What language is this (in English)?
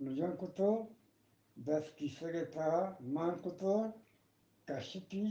Eastern Balochi